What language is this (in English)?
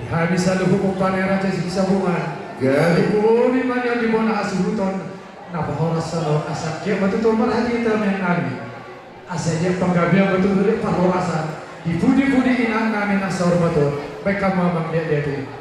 Batak Toba